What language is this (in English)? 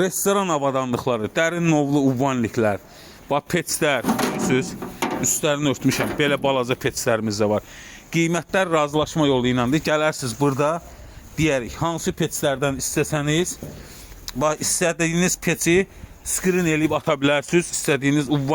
Azerbaijani